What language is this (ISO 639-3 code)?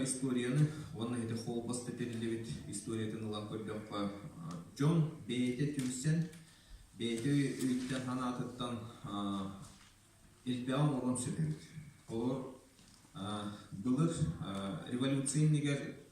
sah